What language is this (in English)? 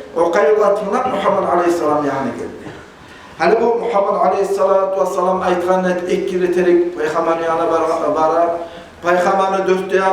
Kumyk